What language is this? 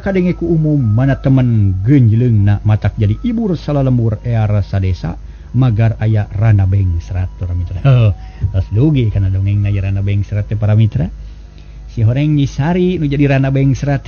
Sundanese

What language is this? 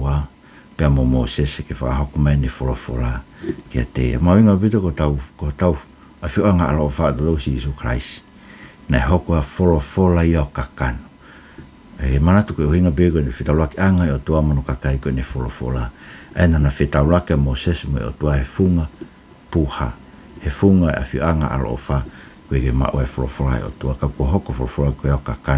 Tongan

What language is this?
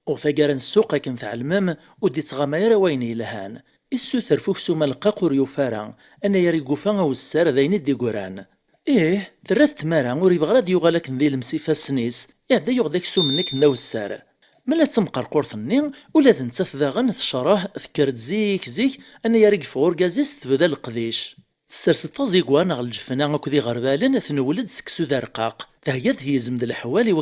Kabyle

